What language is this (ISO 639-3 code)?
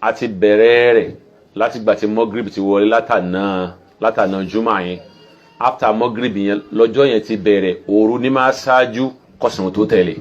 yor